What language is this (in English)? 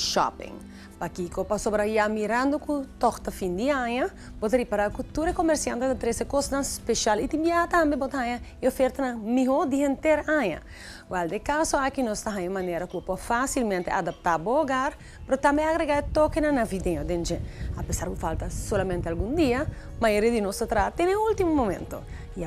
Papiamento